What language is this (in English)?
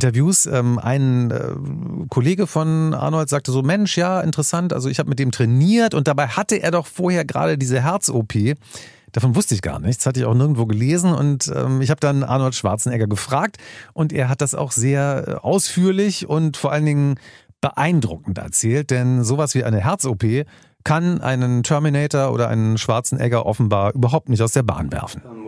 German